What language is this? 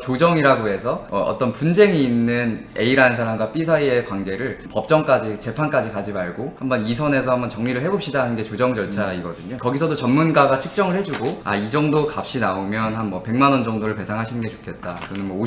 Korean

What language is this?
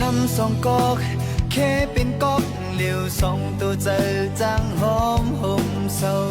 Shan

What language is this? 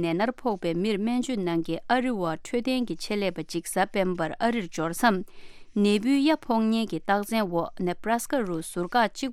Tibetan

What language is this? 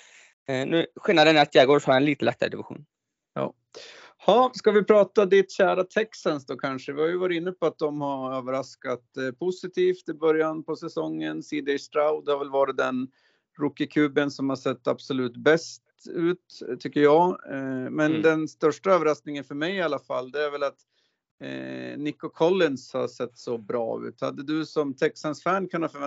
Swedish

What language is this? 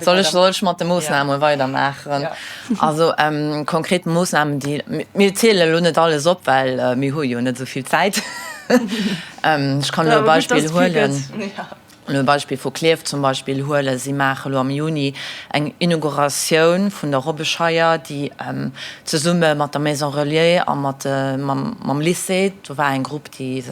Luxembourgish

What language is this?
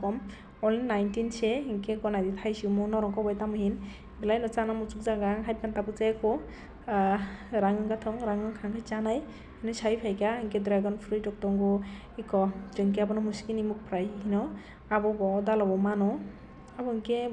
Kok Borok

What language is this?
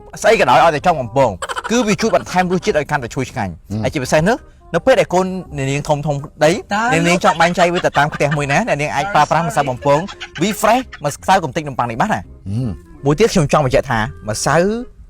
Khmer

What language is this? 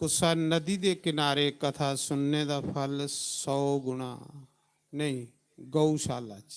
Dogri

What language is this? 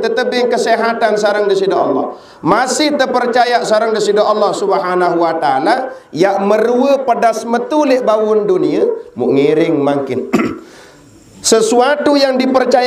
Sasak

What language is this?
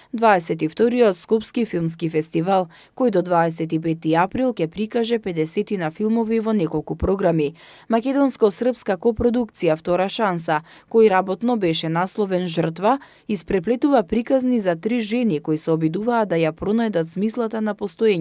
Macedonian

